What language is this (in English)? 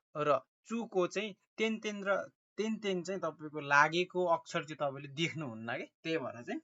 Nepali